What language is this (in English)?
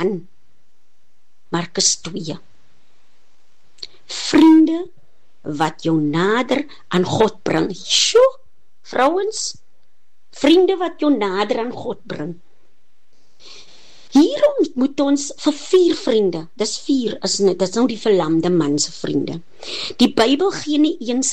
Afrikaans